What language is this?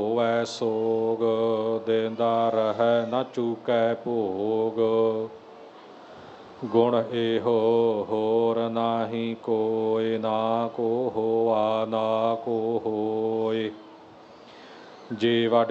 Punjabi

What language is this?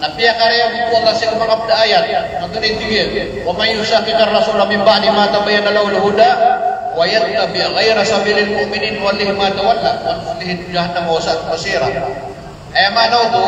Maranao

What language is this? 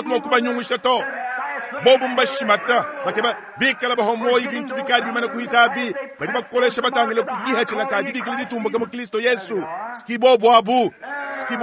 Luba-Lulua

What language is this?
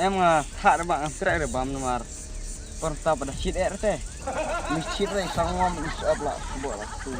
Khasi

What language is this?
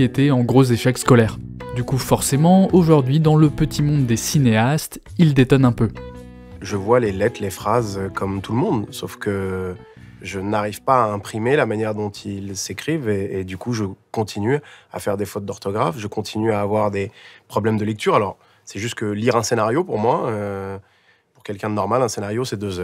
French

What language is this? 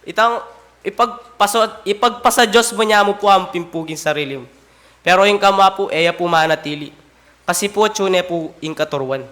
Pampanga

